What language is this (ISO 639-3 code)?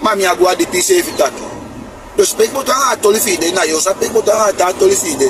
srn